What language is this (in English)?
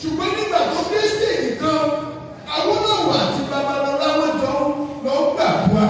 Yoruba